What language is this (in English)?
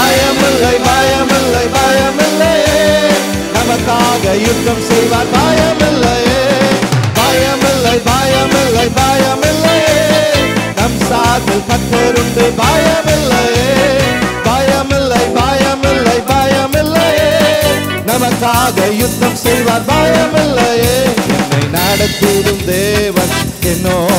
Tamil